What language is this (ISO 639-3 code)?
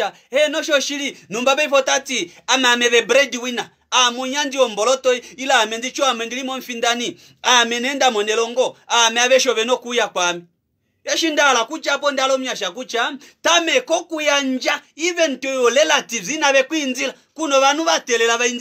kua